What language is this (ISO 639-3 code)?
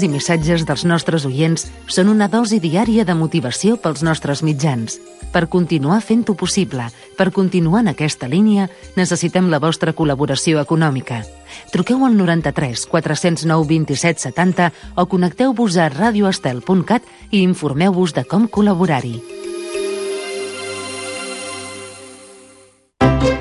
cat